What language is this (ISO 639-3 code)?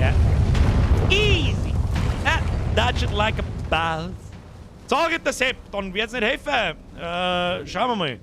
bar